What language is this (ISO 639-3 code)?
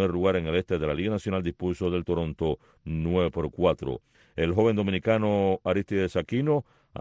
spa